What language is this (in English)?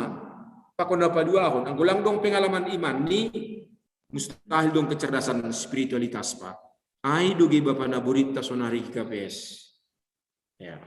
Batak Simalungun